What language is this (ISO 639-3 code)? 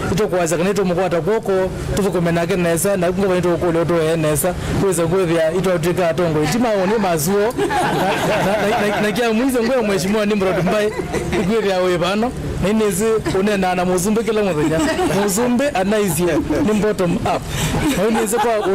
kam